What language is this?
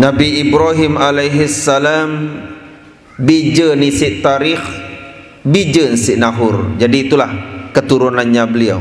Sasak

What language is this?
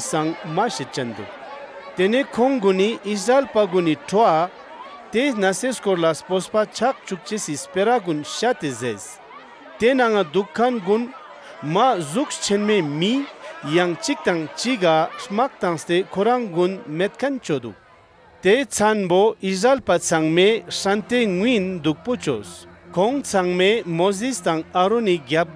Ladakhi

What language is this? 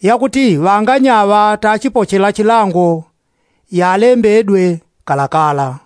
Yao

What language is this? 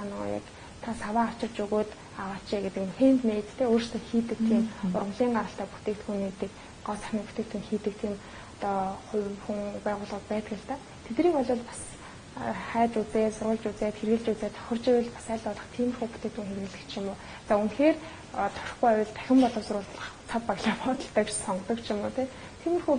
Mongolian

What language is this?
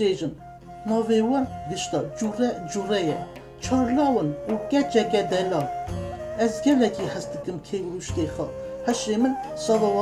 Kurdish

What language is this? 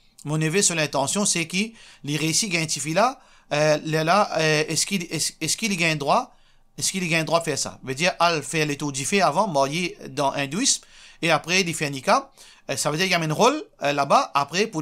Morisyen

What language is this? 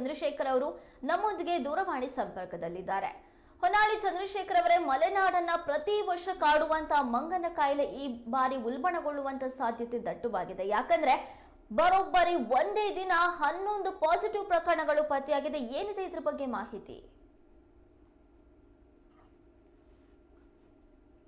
Kannada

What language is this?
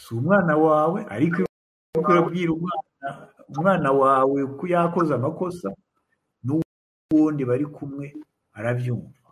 Rundi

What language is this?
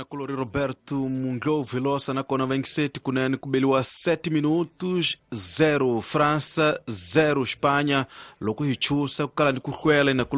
Tsonga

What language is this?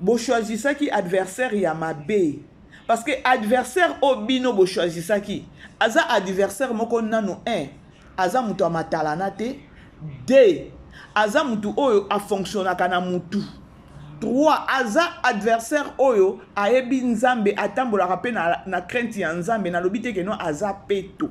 Lingala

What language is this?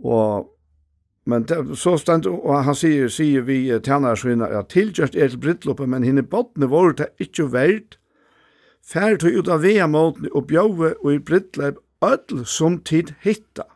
Faroese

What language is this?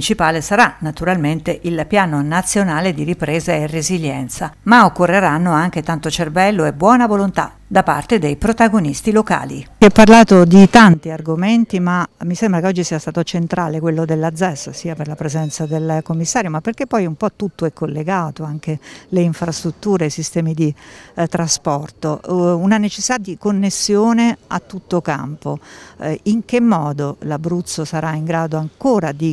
Italian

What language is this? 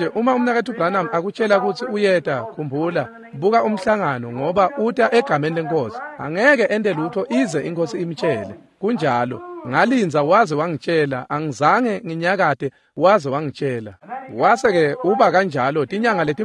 Swati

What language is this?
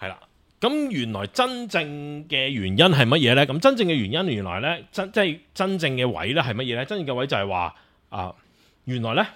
Cantonese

